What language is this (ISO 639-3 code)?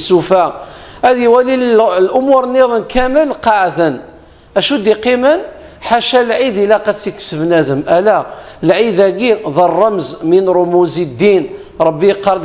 kab